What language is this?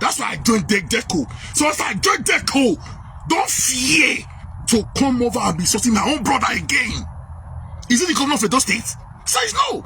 Nigerian Pidgin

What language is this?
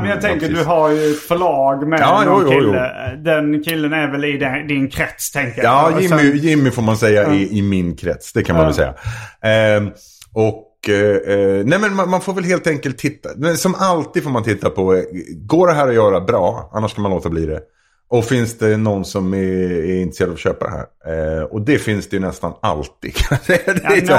Swedish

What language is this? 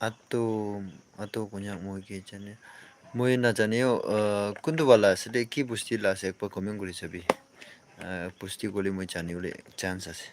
Naga Pidgin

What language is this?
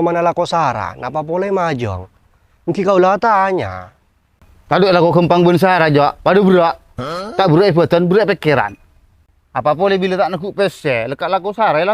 Madurese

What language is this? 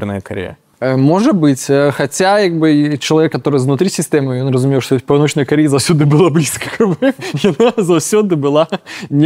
Belarusian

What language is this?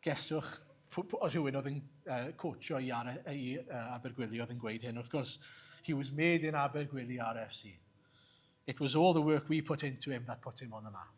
Welsh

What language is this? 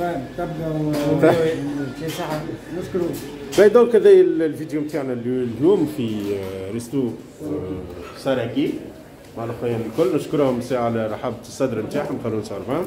Tunisian Arabic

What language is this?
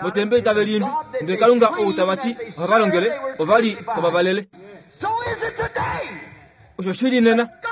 Kuanyama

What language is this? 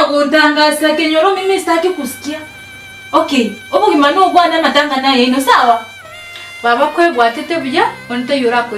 Gusii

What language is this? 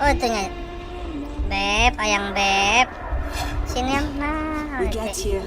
Banjar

